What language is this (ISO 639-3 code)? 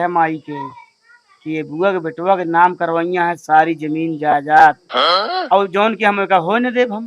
awa